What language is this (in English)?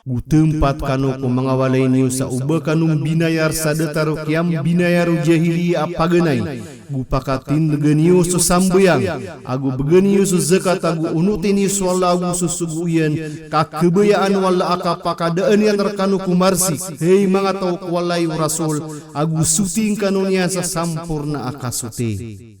Maranao